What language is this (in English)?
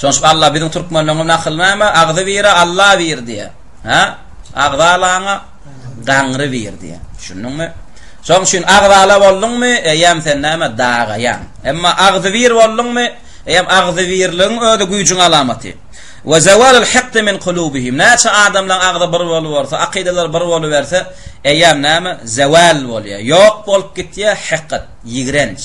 Turkmen